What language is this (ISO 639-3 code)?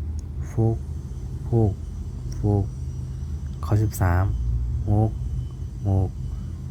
shn